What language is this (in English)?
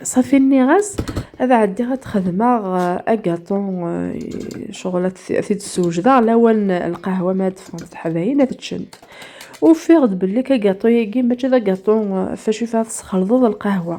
Kabyle